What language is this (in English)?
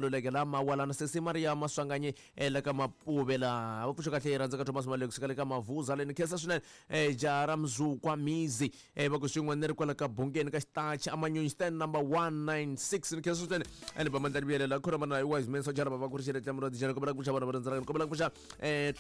Tsonga